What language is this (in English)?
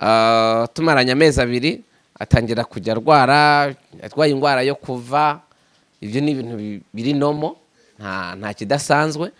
Kinyarwanda